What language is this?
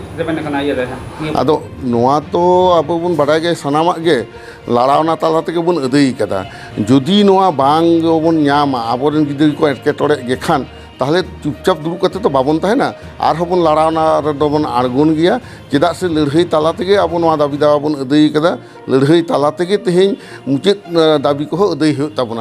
Santali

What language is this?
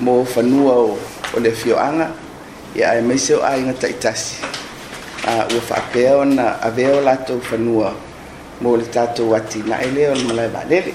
Samoan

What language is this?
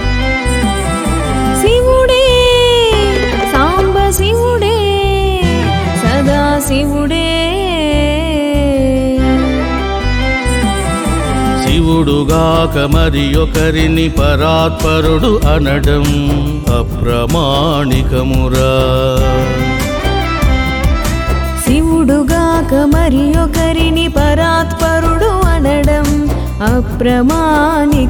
Telugu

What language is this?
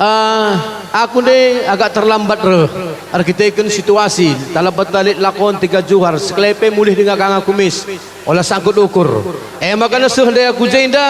Batak Karo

